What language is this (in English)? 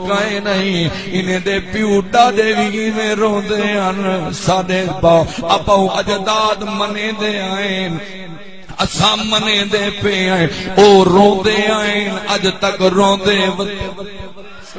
Saraiki